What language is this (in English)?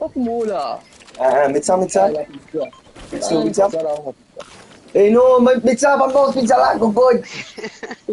Morisyen